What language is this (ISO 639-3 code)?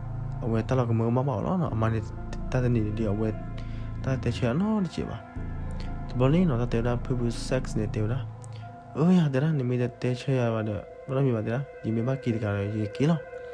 ksw